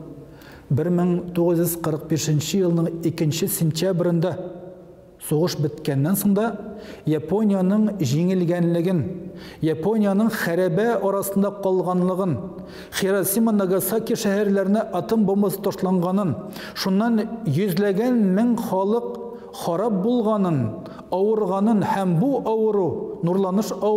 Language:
Tatar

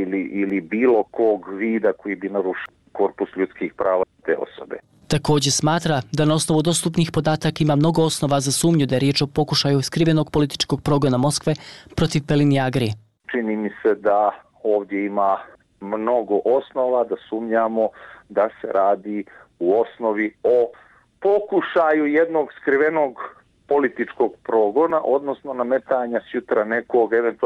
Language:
Bosnian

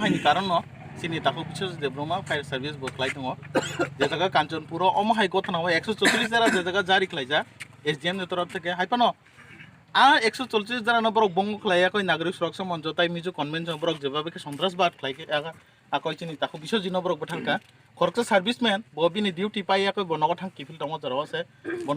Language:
Kok Borok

